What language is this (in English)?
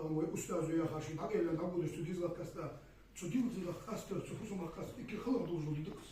Ingush